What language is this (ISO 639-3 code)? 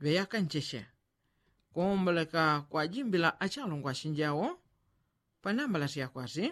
yao